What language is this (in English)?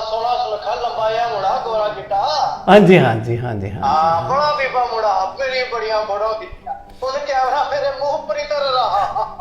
Dogri